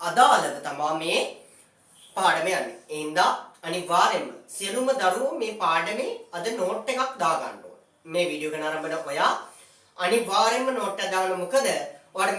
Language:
Sinhala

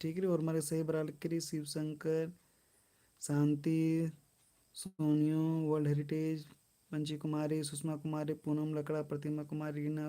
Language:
Kurukh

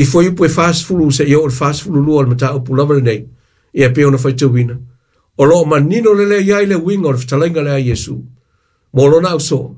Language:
Samoan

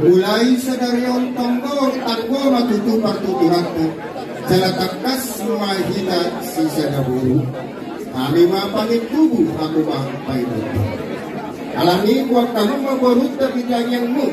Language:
Batak Toba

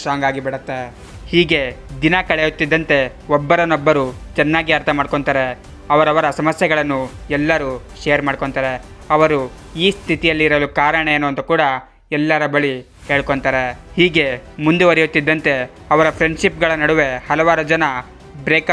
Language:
Kannada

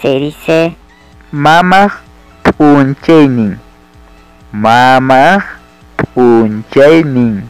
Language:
Ayacucho Quechua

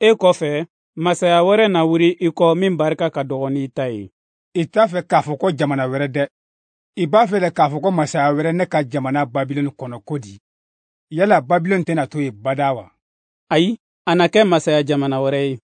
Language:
Bambara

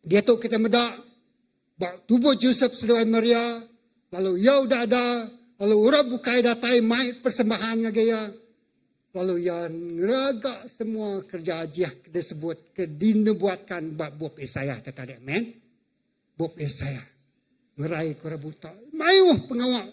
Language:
Iban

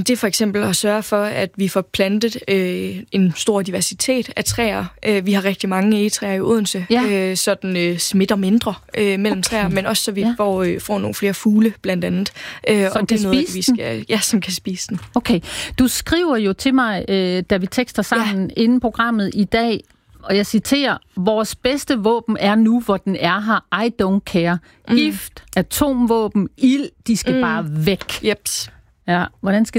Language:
Danish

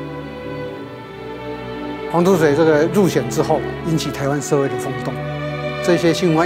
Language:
Chinese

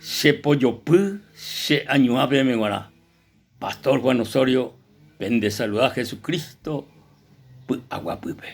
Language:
Guarani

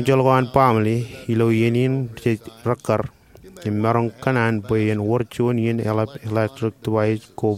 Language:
Marshallese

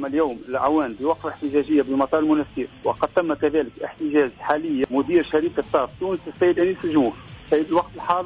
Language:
Tunisian Arabic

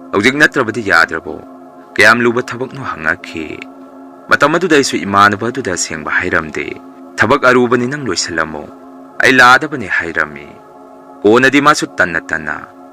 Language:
Manipuri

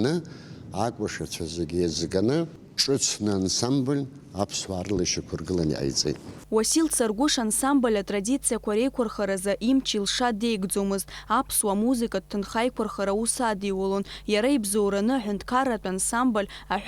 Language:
Abkhazian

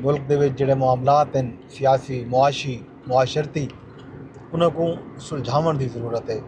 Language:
Saraiki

